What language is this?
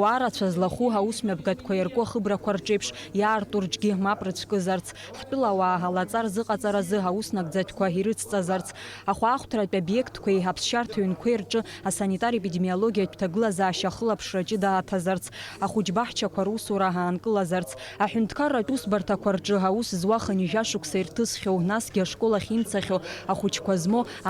Abkhazian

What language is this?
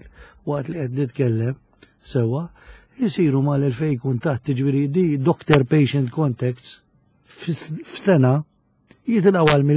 Maltese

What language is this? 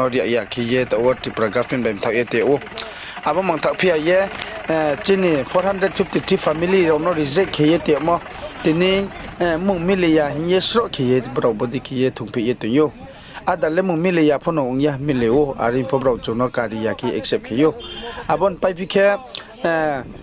Riang (India)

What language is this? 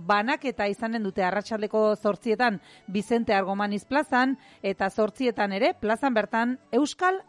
Basque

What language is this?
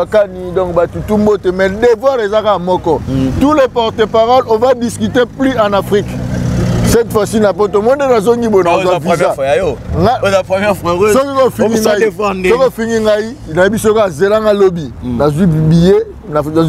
Lingala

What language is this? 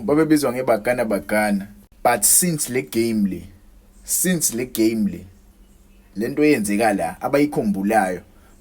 Zulu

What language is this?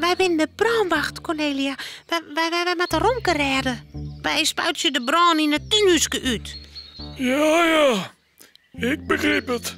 Western Frisian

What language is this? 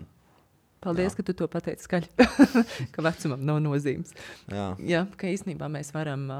Latvian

